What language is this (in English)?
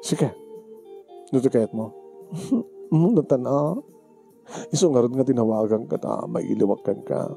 Iloko